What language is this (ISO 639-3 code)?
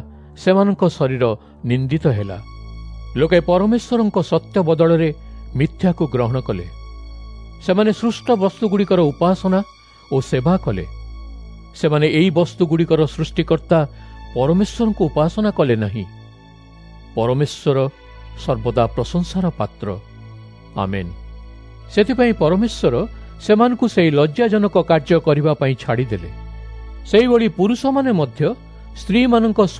ori